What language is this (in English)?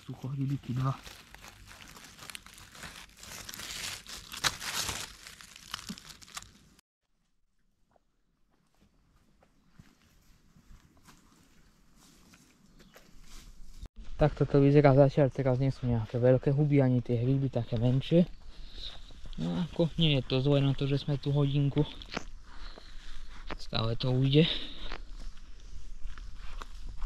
Slovak